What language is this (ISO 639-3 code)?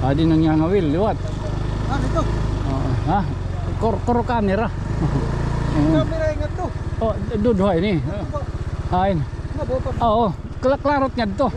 war